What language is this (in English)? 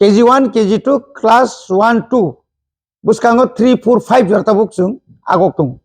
Kok Borok